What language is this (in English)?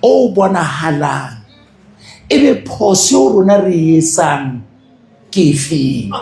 Southern Sotho